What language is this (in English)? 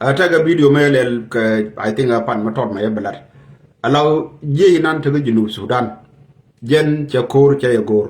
Nuer